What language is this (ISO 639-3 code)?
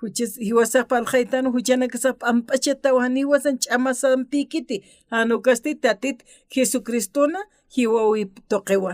aym